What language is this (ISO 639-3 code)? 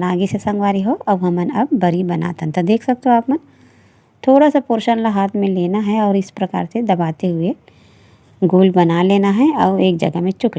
hne